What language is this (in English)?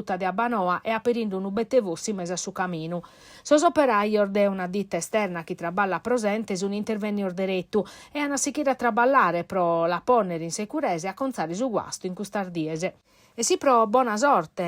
Sardinian